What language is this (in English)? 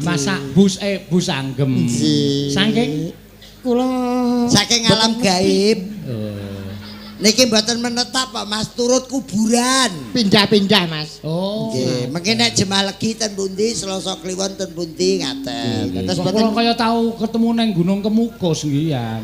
Javanese